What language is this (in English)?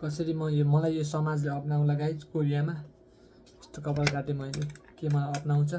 Nepali